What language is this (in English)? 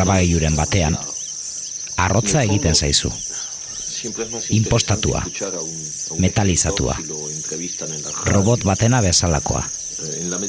Basque